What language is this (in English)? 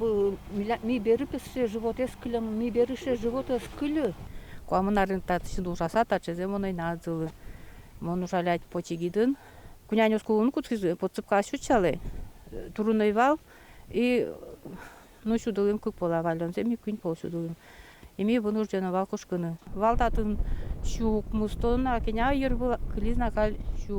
Udmurt